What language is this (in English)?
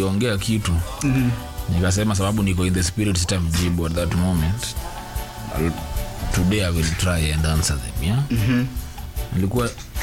Swahili